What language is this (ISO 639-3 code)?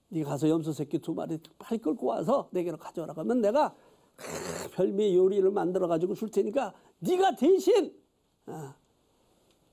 kor